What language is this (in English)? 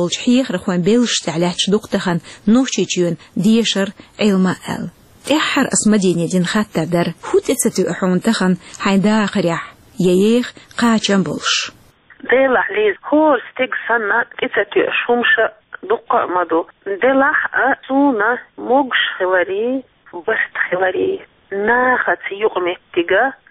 Chechen